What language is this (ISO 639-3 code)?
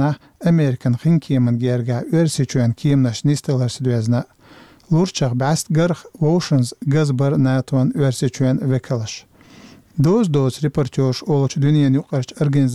che